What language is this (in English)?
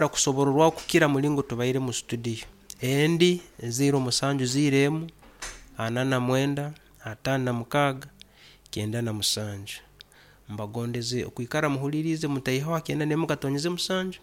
Nyoro